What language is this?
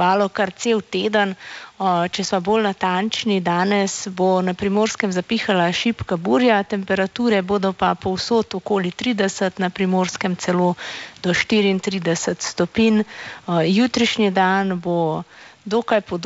Slovenian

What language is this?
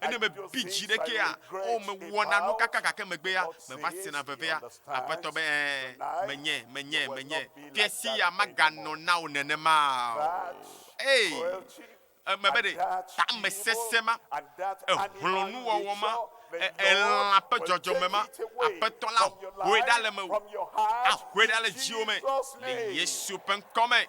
Ewe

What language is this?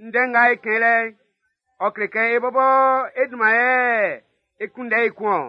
Baoulé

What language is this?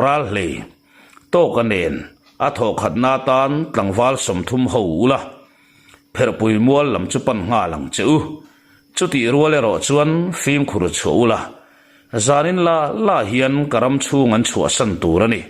Mizo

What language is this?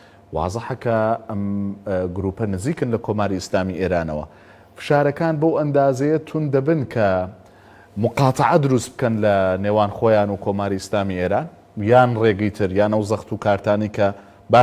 Central Kurdish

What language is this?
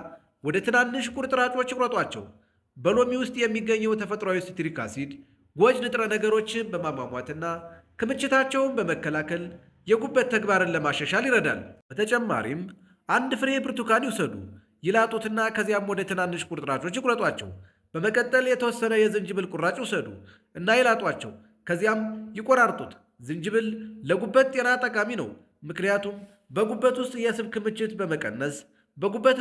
Amharic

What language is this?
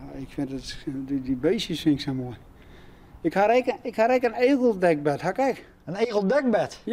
Western Frisian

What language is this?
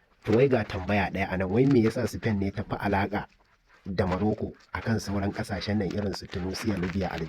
Hausa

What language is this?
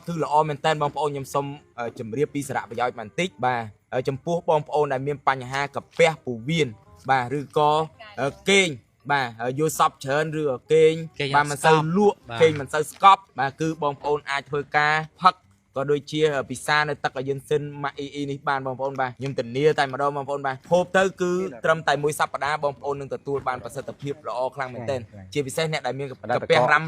Khmer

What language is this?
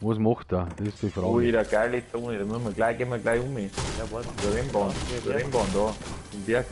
Bavarian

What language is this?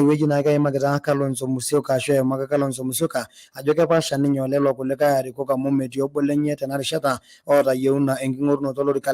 Masai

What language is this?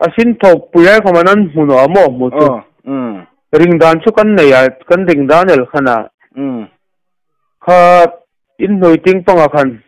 Hmar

